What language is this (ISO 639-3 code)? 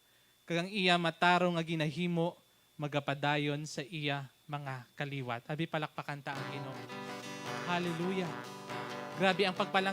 hil